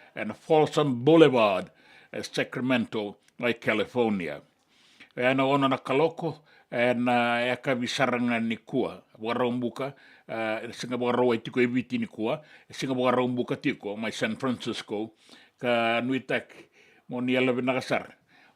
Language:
Fijian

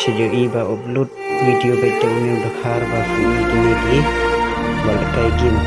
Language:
Khasi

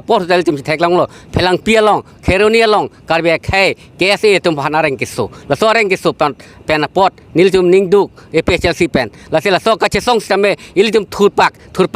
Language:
Karbi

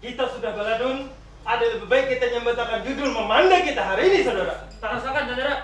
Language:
Banjar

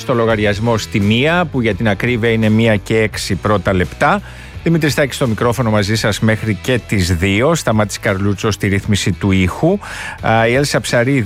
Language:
Greek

